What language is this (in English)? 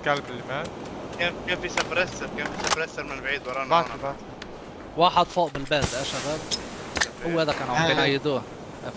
North Levantine Arabic